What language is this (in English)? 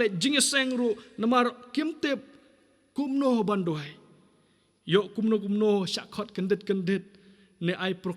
Khasi